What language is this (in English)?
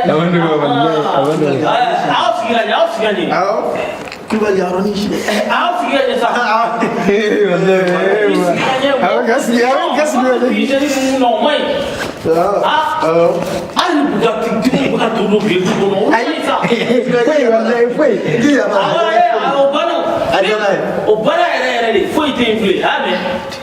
Bambara